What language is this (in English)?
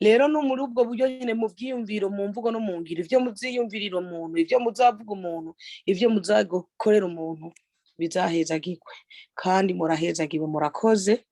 Rundi